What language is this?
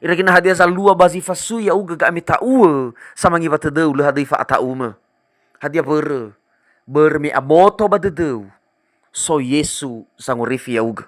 Nias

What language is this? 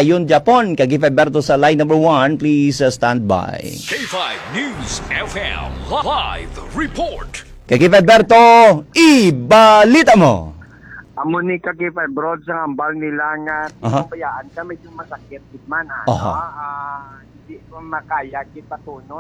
Hiligaynon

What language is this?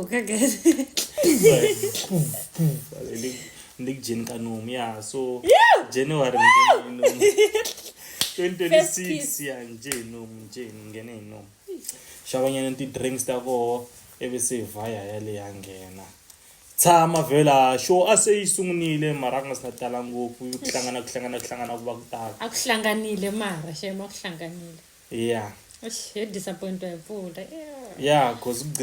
Tsonga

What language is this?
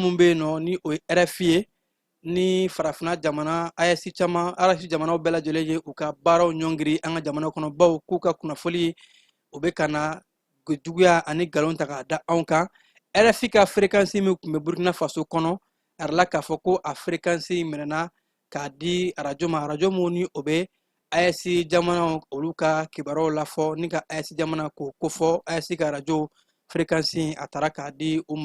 Bambara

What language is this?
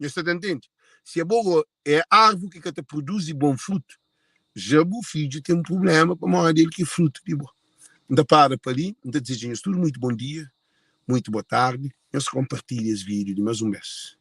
Kabuverdianu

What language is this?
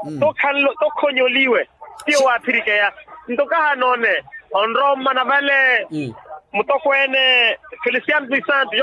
Makhuwa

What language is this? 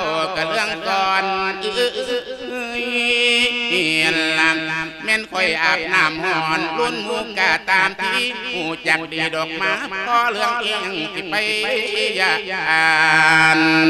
Lao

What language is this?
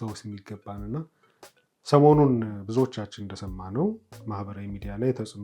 Amharic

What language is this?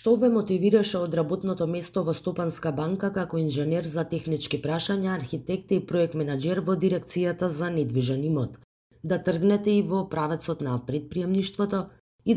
Macedonian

